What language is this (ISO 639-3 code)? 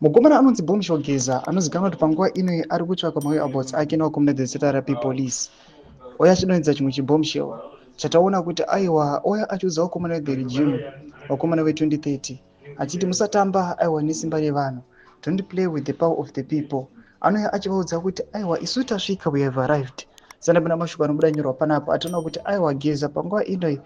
sna